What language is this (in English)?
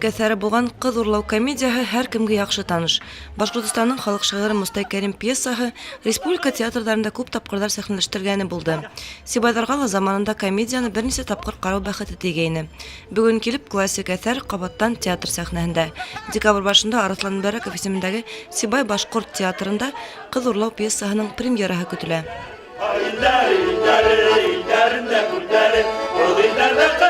Bashkir